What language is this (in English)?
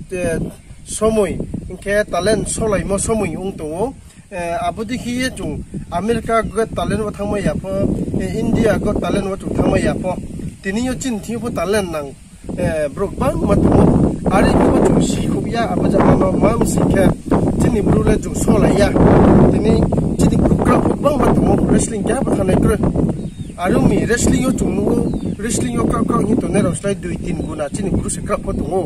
Riang (India)